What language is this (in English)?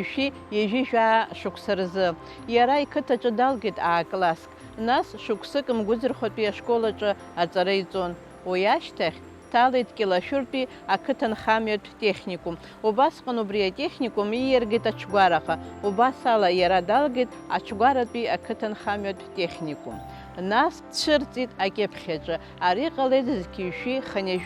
Abkhazian